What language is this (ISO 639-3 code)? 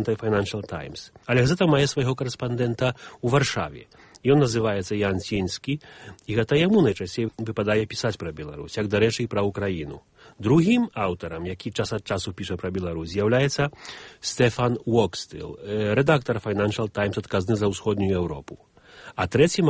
bel